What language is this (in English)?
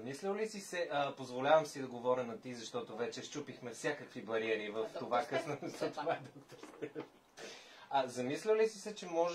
Bulgarian